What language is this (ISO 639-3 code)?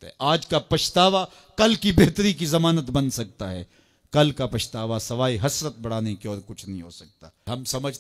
urd